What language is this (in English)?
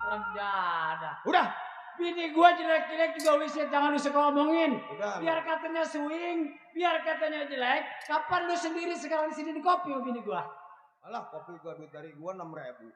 Betawi